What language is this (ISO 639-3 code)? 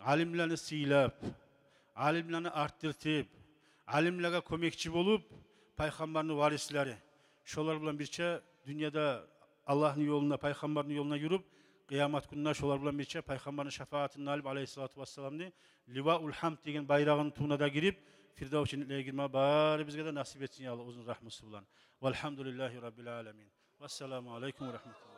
kum